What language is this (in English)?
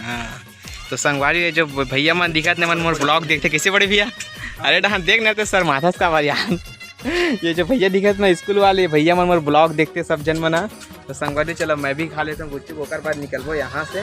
Chhattisgarhi